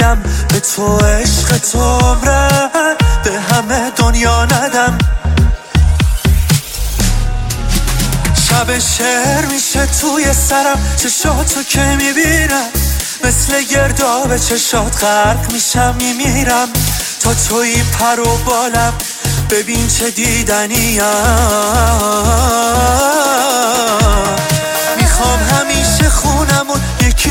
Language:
Persian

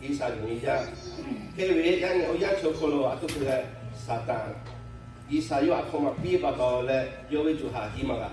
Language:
Lahu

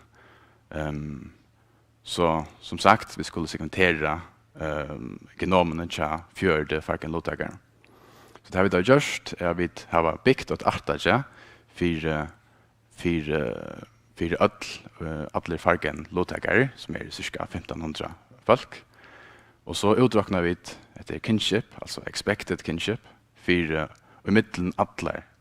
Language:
Faroese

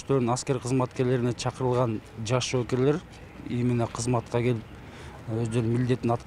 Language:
Kyrgyz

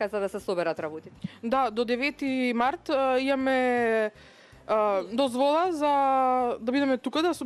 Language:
Macedonian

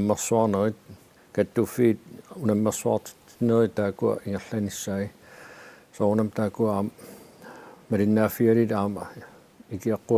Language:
Kalaallisut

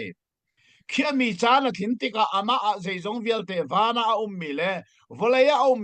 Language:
Hakha Chin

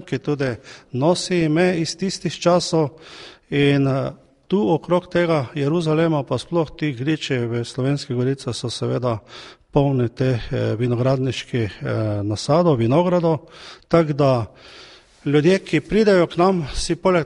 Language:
Slovenian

